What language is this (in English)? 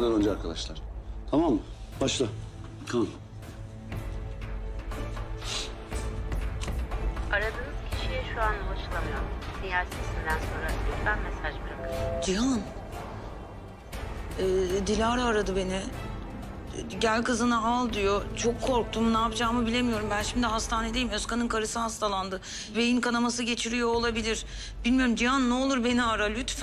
Turkish